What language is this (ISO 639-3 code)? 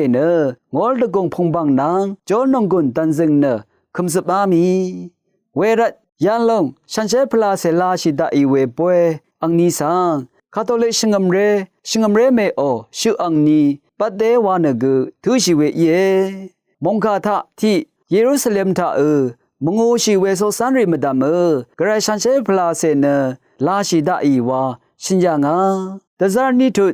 raw